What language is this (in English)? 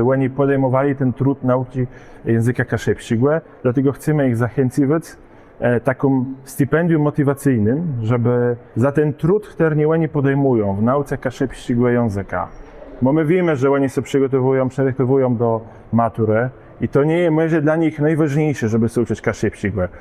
Kashubian